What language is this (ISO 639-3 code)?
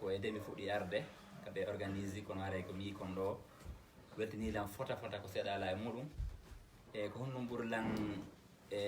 ful